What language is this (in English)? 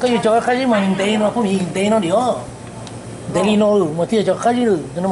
Hmong